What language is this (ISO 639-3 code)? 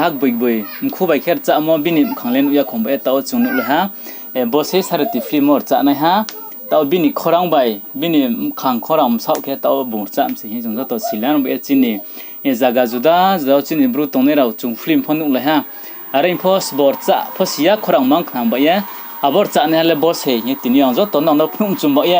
ria